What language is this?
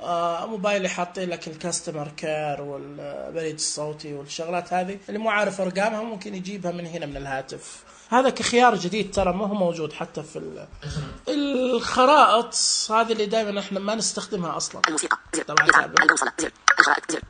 Najdi Arabic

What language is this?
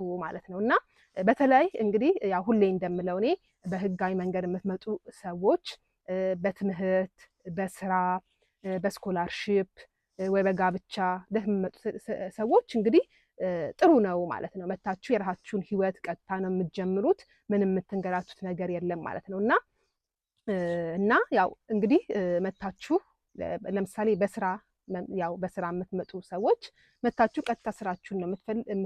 Amharic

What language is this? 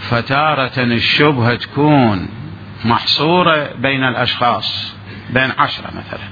Mesopotamian Arabic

